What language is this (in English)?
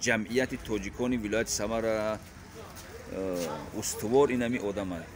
Tajik